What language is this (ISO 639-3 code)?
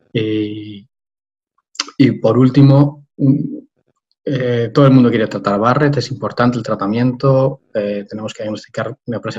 spa